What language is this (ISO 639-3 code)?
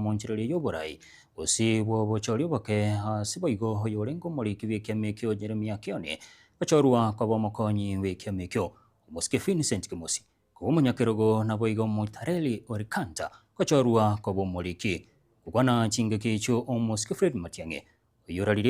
guz